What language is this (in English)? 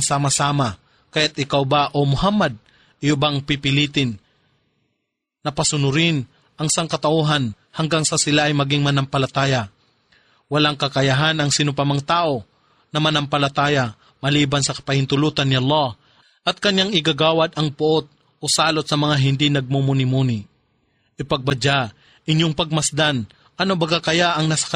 Filipino